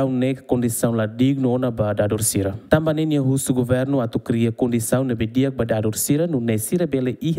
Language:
Tetum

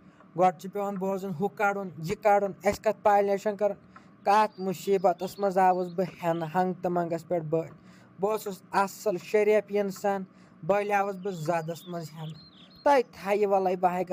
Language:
Kashmiri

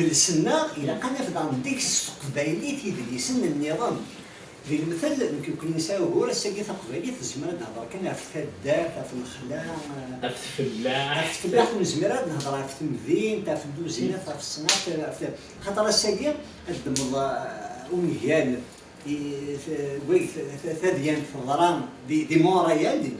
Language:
Kabyle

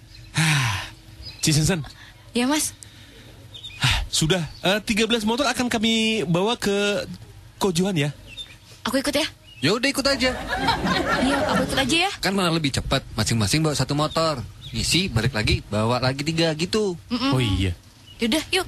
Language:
Indonesian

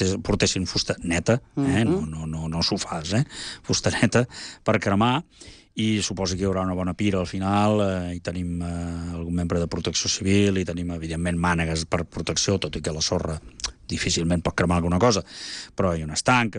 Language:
Catalan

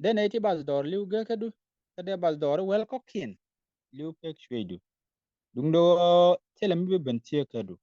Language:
Nuer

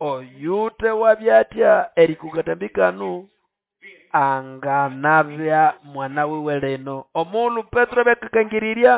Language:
Nande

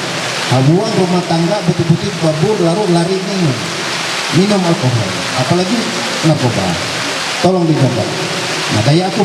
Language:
Ma'anyan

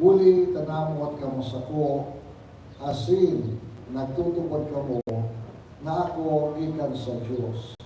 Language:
Bikol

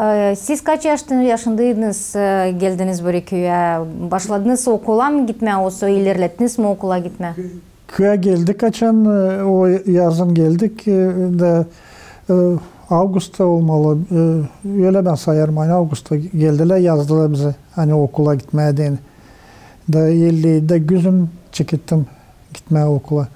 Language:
Gagauz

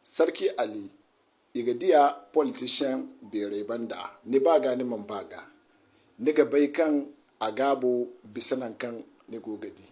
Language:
Hausa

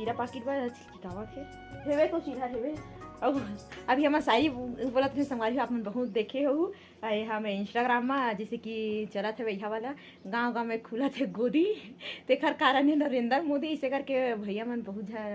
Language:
Chhattisgarhi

